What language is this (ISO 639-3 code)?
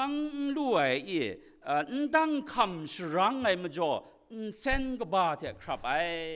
kac